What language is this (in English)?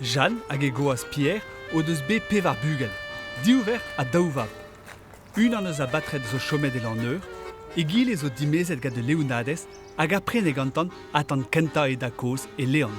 Breton